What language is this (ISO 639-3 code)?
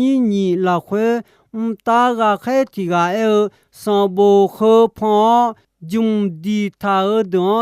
ahk